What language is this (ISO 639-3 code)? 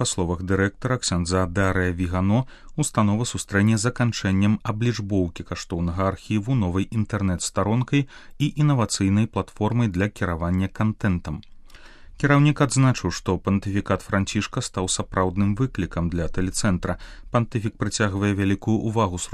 bel